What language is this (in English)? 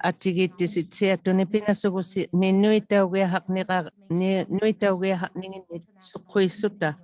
Inuktitut